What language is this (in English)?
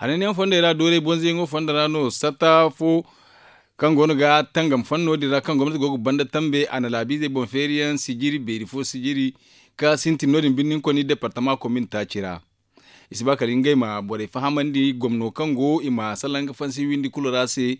Zarma